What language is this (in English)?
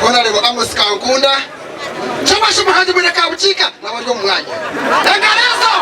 Nyankole